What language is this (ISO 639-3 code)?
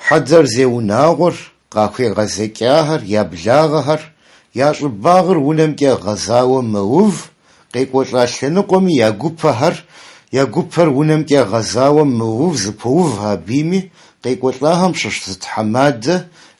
kbd